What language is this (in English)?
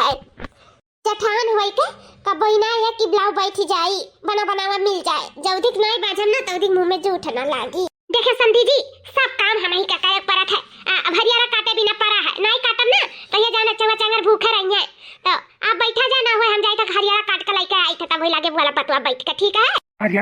Awadhi